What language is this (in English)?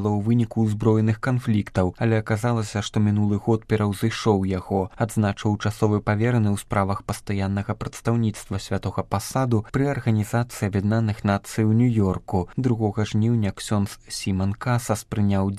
Belarusian